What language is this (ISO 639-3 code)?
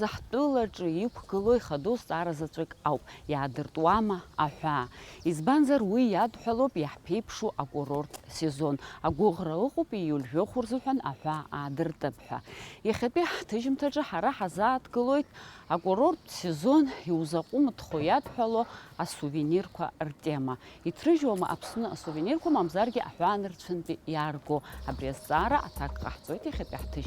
abk